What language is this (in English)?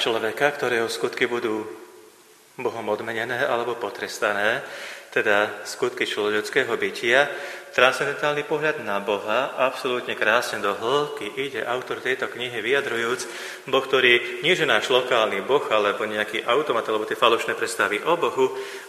Slovak